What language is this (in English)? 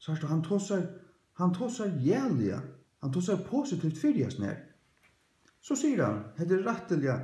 Faroese